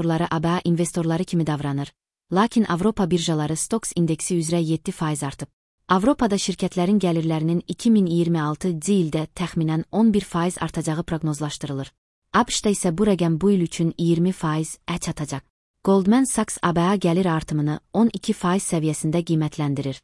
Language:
Azerbaijani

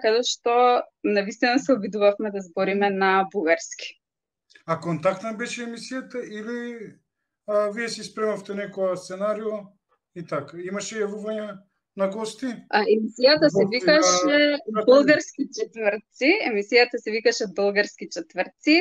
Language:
Macedonian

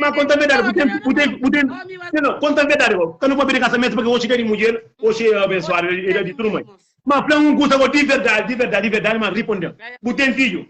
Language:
Kabuverdianu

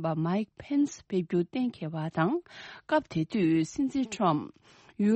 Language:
Tibetan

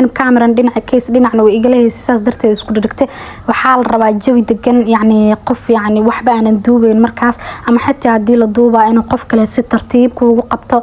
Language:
Somali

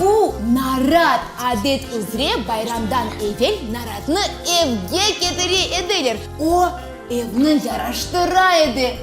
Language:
Crimean Tatar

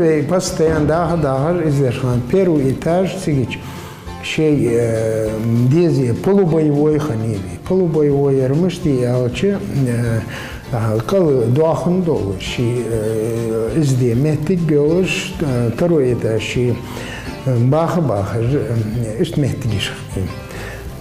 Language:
Ingush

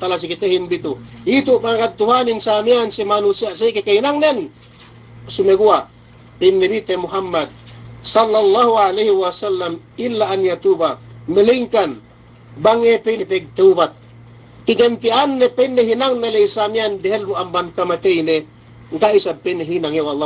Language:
Yakan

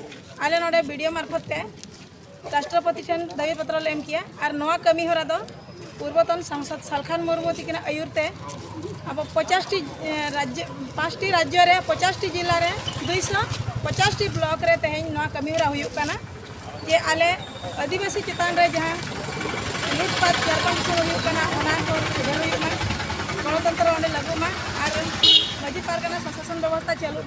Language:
Santali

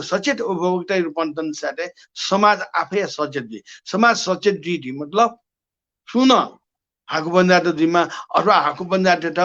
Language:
Newari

